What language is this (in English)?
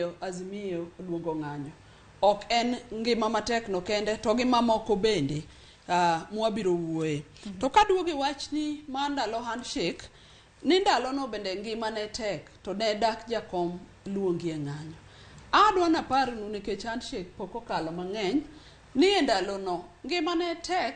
Luo (Kenya and Tanzania)